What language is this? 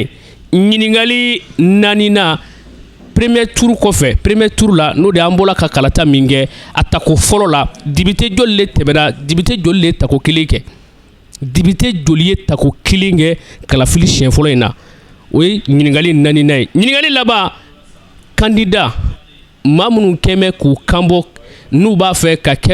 Bambara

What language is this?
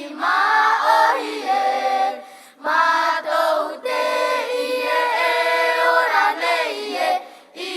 Tahitian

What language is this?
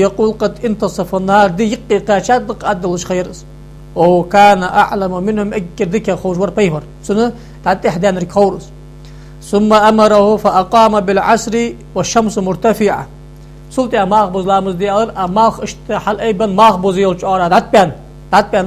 Ingush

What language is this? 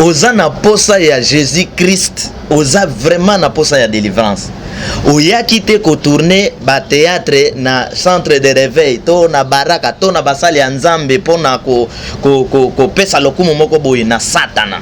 Lingala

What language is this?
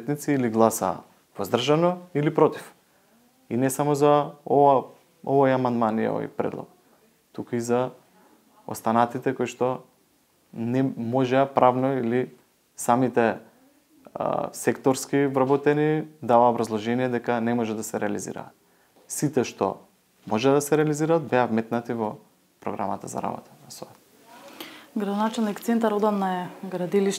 Macedonian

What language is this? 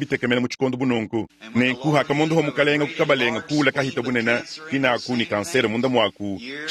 Luba-Lulua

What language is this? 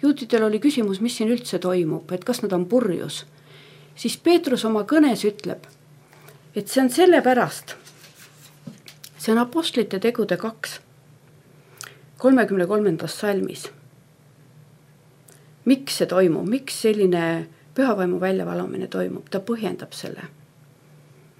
Estonian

